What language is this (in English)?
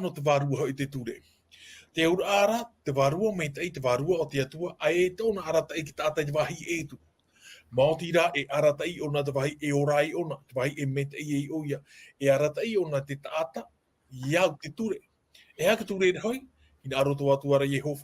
Tahitian